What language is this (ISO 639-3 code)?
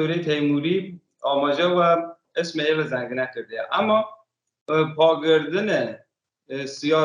kur